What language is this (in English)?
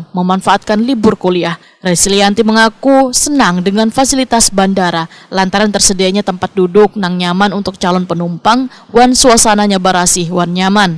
Banjar